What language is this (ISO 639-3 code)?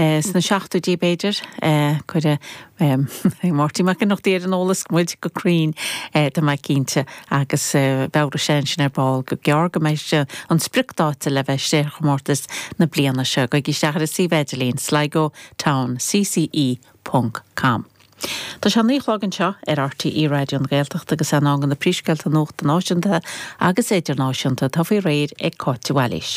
gle